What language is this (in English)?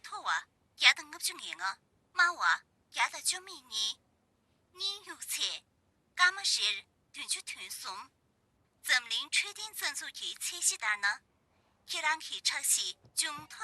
Tibetan